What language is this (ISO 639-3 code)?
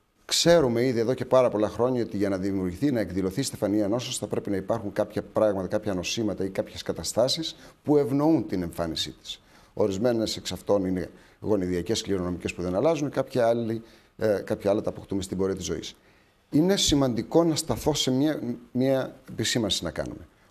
ell